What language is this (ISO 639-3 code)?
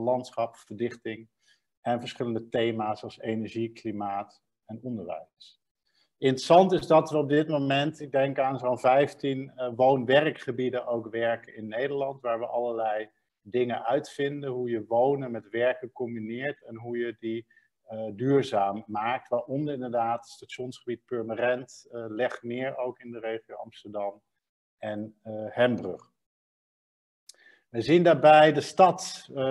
nld